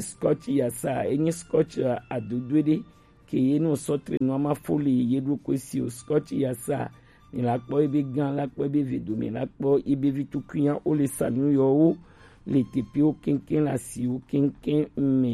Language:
Gen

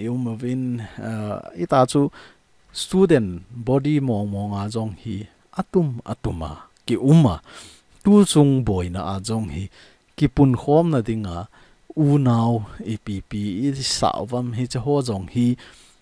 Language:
Thado Chin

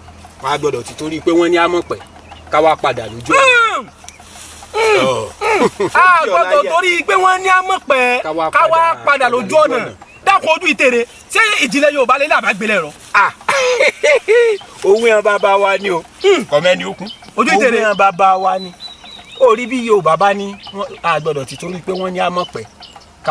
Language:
Yoruba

